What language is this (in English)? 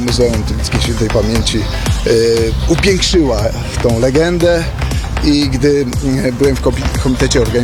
Polish